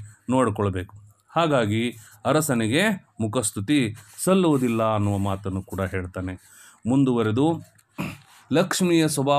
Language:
Kannada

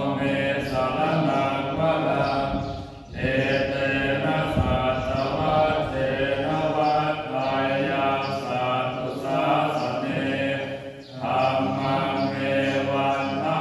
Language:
Pali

